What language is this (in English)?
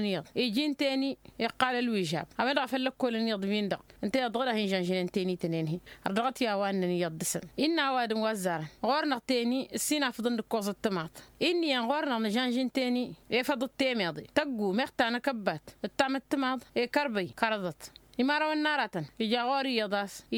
Tamasheq